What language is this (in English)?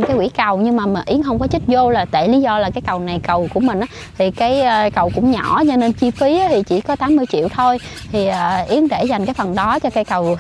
Vietnamese